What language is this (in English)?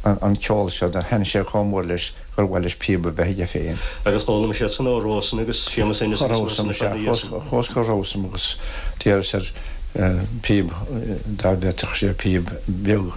Irish